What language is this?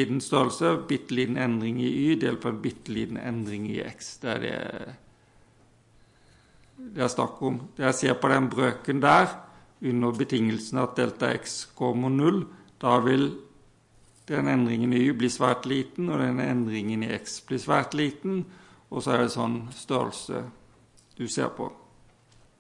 Norwegian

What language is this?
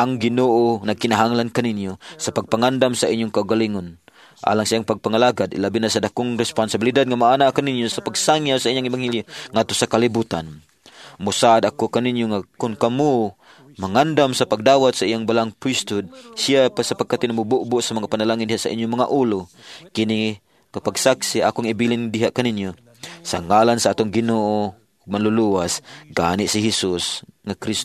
Cebuano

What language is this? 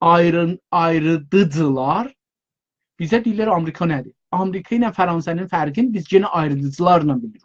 South Azerbaijani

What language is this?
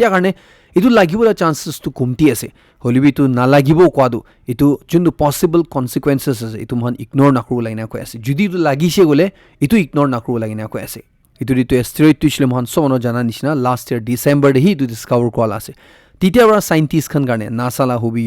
Naga Pidgin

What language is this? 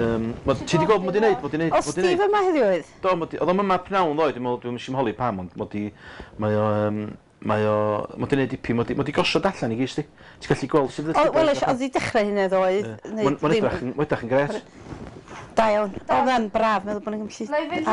Welsh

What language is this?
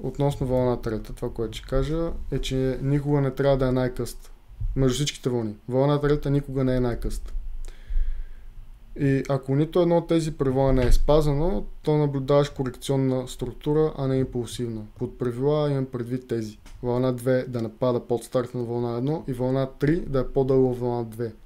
Bulgarian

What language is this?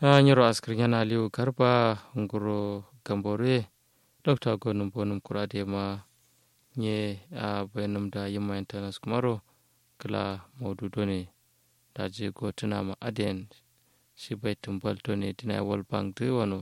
Kanuri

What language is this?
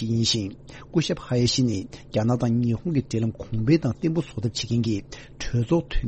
Tibetan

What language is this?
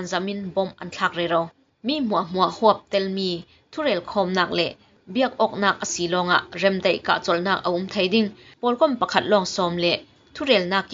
Falam Chin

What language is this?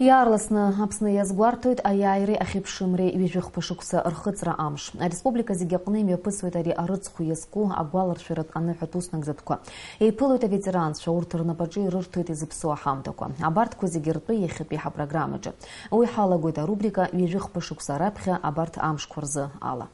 Abkhazian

